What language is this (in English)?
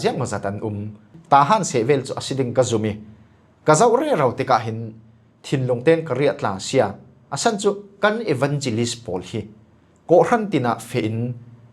Falam Chin